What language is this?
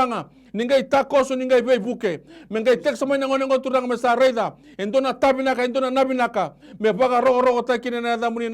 Fijian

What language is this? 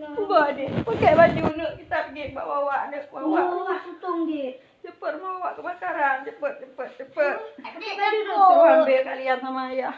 Achinese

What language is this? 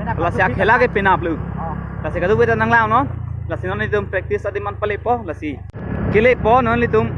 Karbi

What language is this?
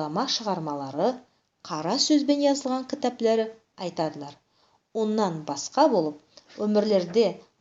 Nogai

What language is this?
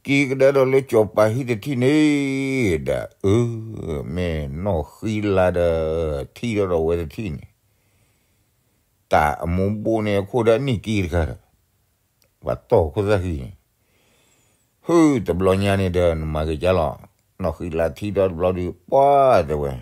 S'gaw Karen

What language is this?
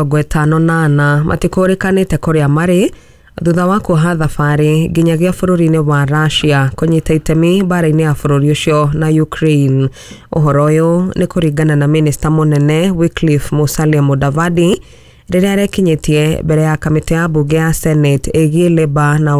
Kikuyu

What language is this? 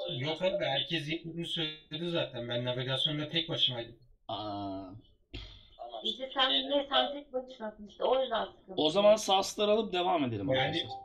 Turkish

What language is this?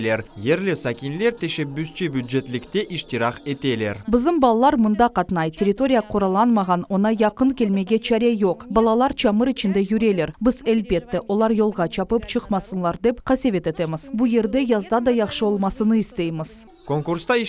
Crimean Tatar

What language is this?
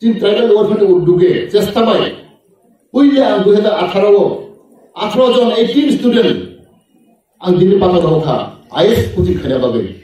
Kok Borok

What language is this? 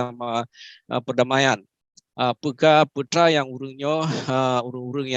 Achinese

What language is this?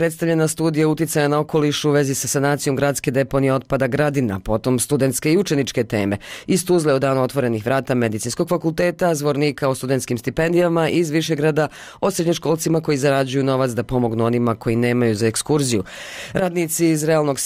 Bosnian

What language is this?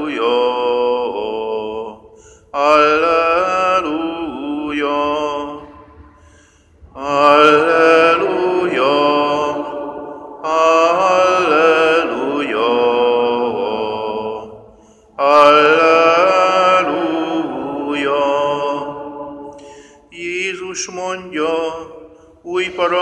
Hungarian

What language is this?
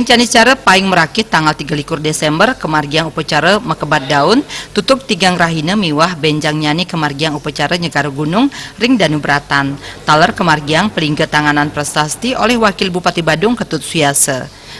Balinese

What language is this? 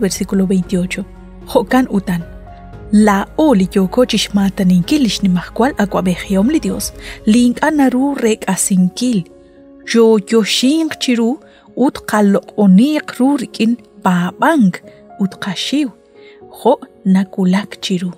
Kekchí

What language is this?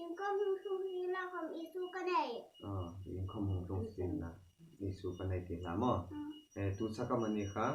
Hmar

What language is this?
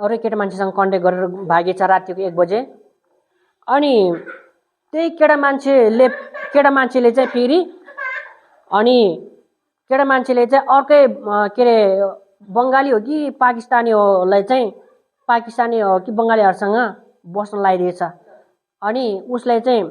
Nepali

